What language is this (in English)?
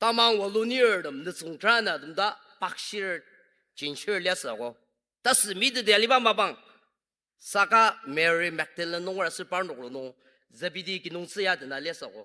Ao Naga